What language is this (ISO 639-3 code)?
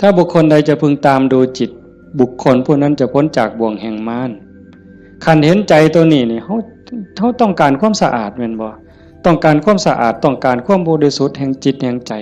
tts